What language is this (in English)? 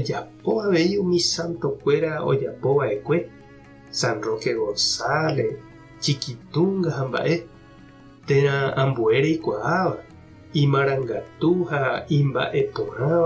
Guarani